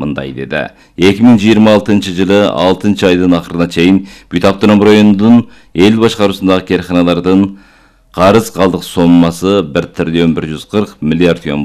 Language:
Kyrgyz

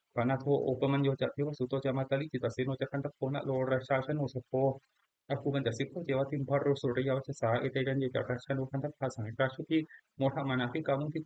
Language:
Pali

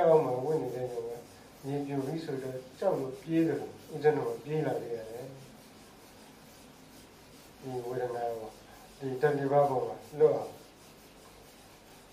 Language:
Burmese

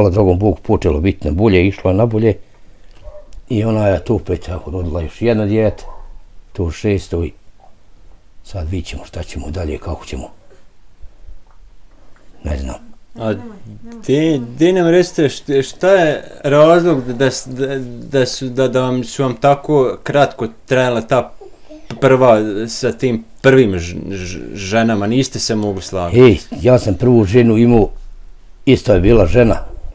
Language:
Bosnian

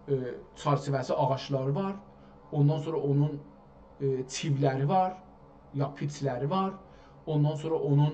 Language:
South Azerbaijani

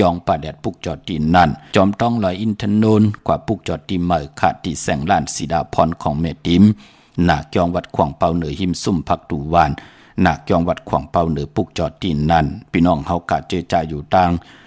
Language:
Shan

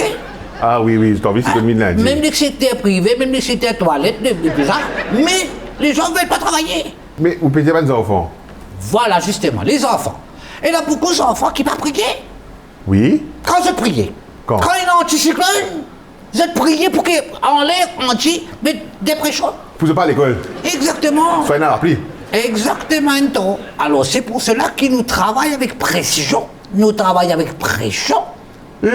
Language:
Morisyen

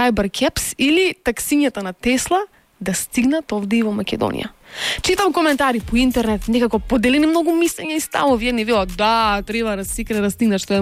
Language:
Macedonian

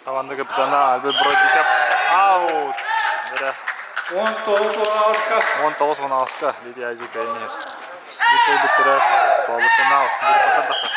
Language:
Yakut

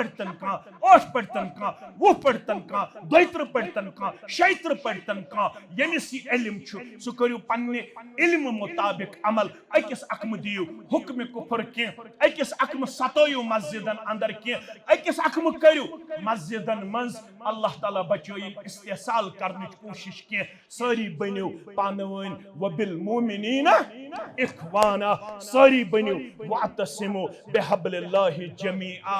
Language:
Kashmiri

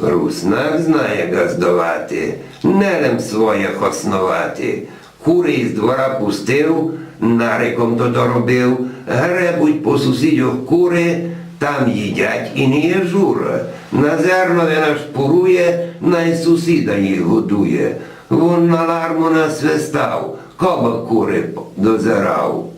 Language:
Rusyn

